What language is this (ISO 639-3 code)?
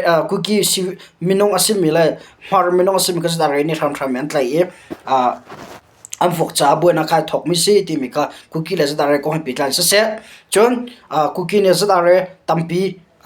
cnh